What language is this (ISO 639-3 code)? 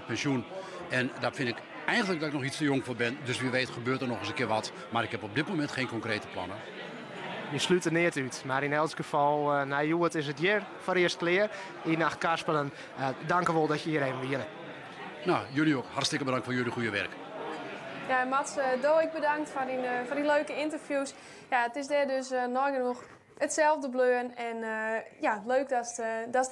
fry